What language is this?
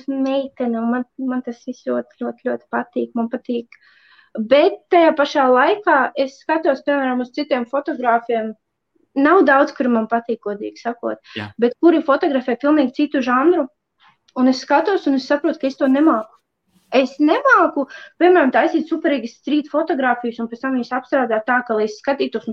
Latvian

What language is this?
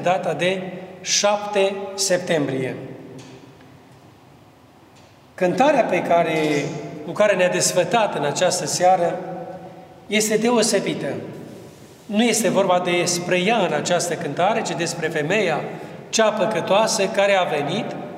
Romanian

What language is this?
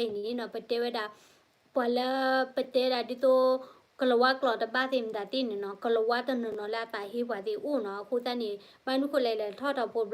S'gaw Karen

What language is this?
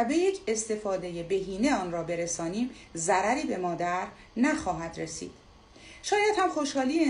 Persian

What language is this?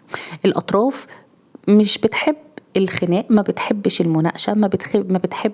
Egyptian Arabic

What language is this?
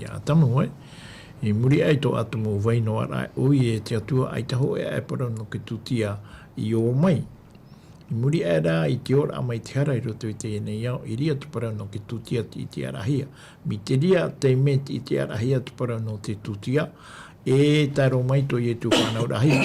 Tahitian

